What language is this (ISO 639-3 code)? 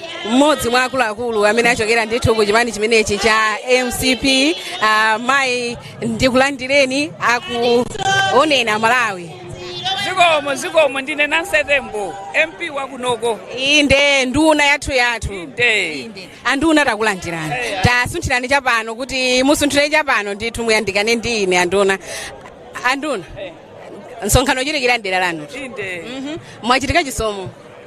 nya